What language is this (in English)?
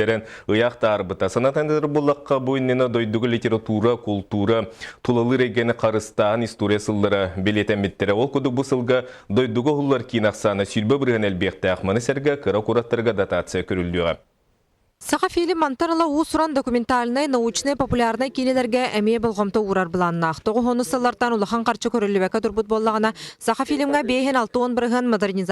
Yakut